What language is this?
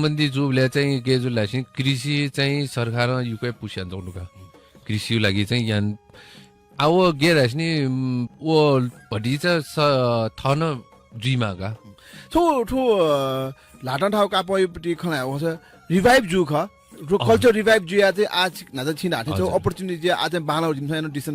Newari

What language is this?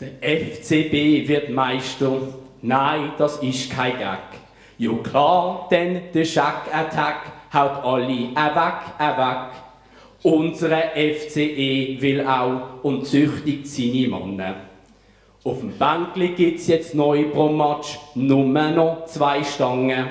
Swiss German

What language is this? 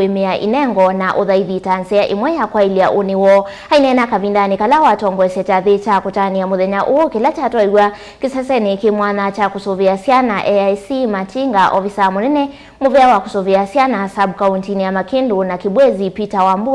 Kamba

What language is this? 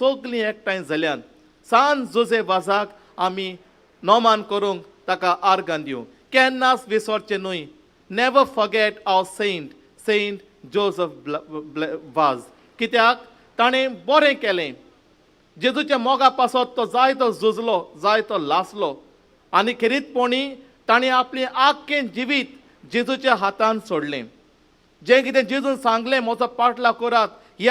Konkani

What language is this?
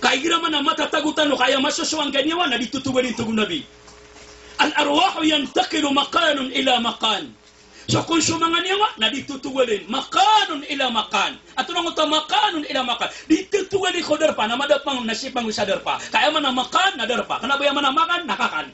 Maranao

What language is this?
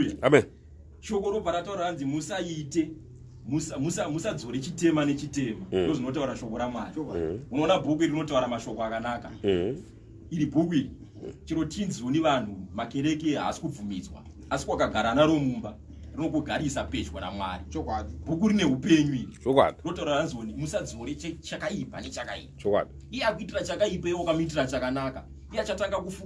Shona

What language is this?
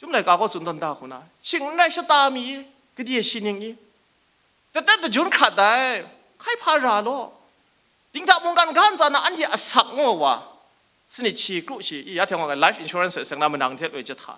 Kachin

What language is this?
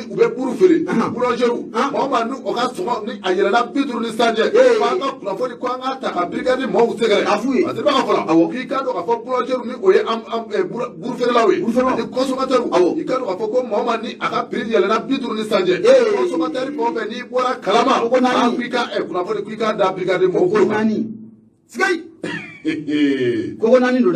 Bambara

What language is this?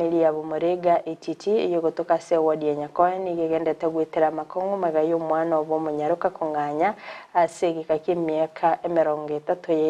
Gusii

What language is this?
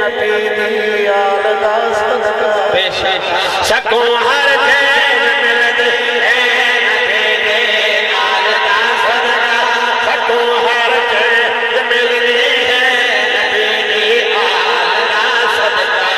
Saraiki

